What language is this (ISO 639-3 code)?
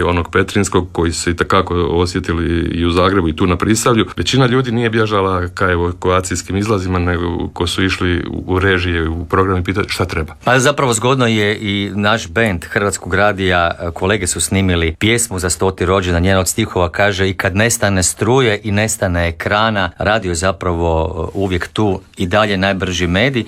hrv